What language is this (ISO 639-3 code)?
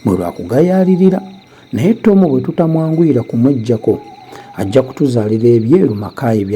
lug